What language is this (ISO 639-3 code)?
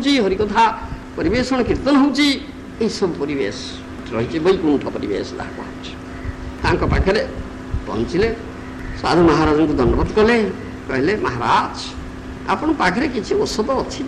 ori